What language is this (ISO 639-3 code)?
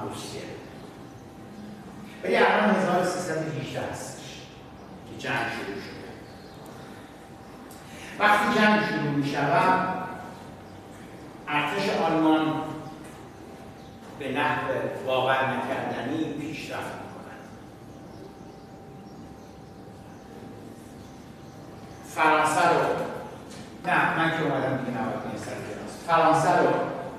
fas